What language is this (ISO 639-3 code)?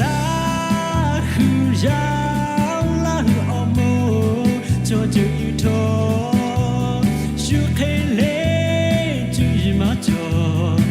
lhu